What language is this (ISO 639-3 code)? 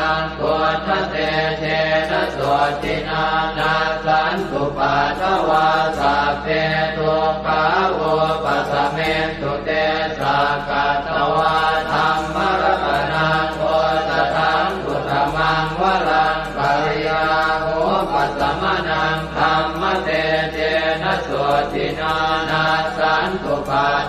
pli